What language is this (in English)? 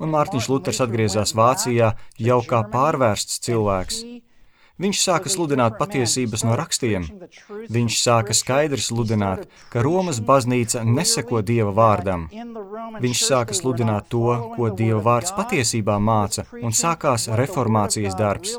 Latvian